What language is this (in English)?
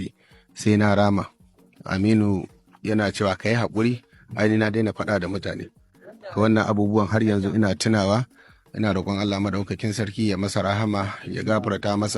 Hausa